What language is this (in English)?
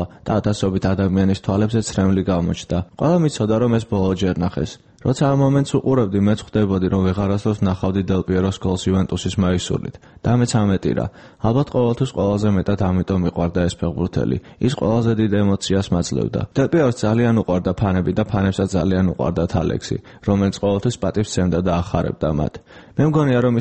Georgian